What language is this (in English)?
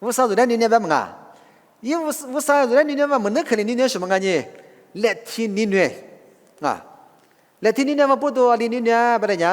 Lisu